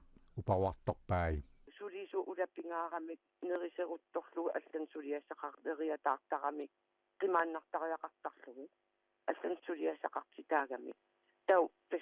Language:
Kalaallisut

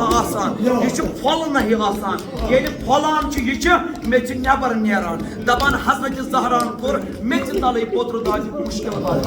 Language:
Kashmiri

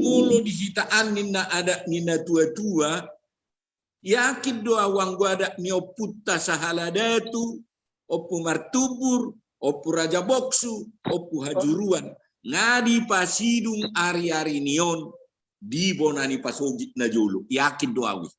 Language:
Batak Toba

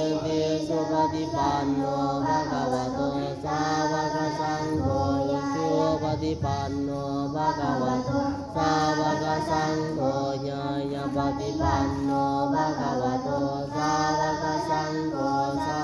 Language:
Pali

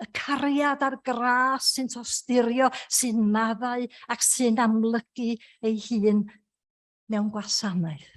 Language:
Welsh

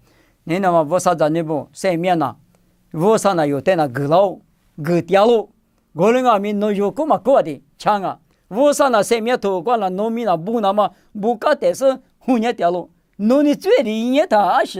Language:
Lisu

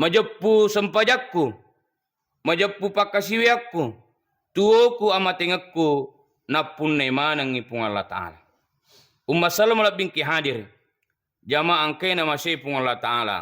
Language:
Buginese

